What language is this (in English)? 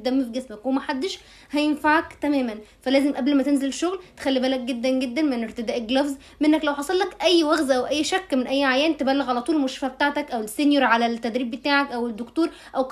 Egyptian Arabic